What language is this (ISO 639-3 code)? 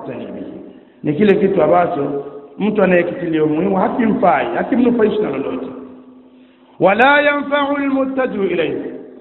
swa